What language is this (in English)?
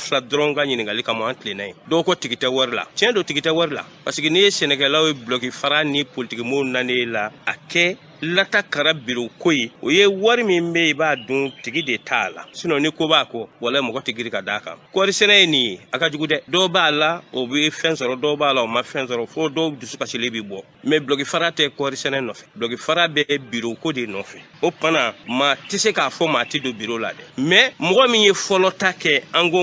Bambara